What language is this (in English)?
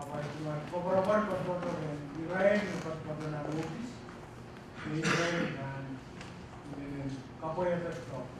Pohnpeian